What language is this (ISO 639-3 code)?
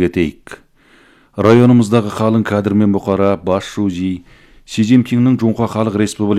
kaz